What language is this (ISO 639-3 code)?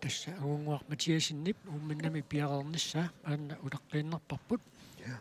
kal